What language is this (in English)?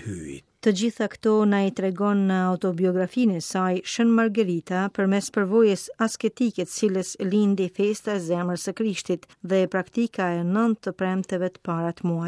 Albanian